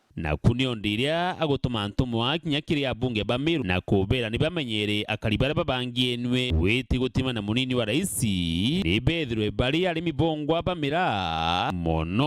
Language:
Meru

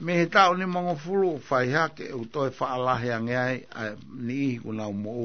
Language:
Tongan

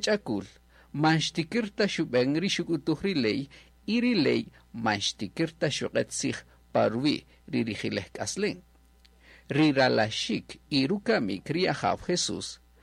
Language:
Kaqchikel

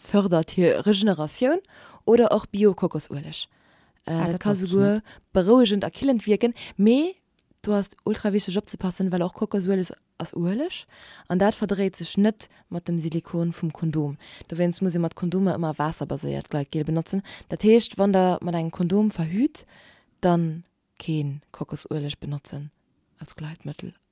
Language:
Luxembourgish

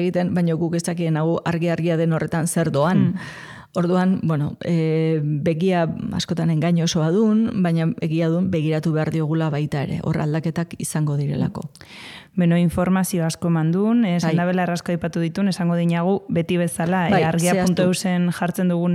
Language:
Basque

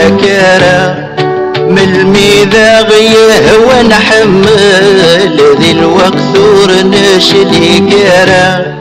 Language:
Kabyle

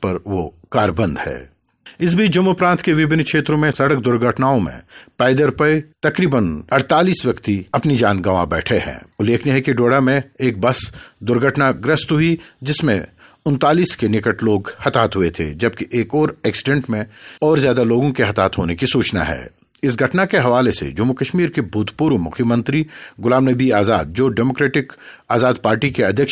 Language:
Hindi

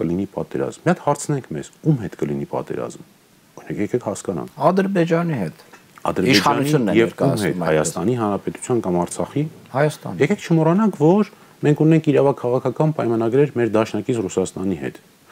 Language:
Armenian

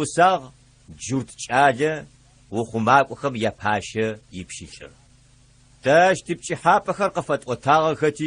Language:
Adyghe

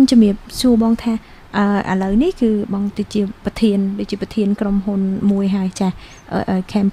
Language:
Khmer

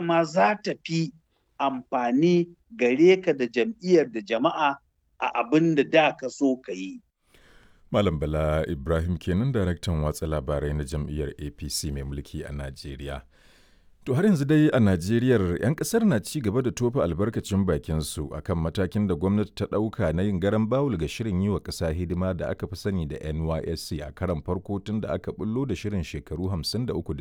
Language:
Hausa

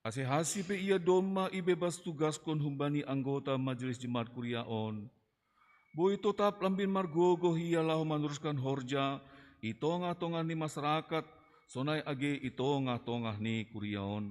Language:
Batak Simalungun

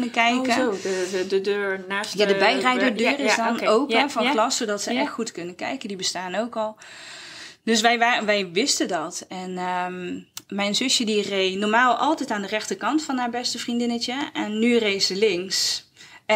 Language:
Dutch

